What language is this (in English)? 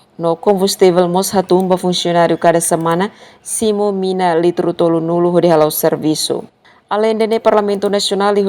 Tetum